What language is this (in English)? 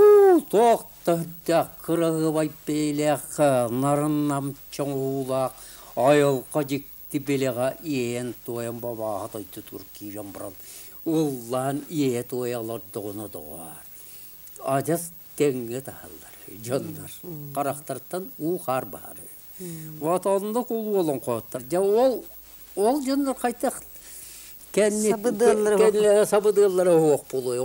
Yakut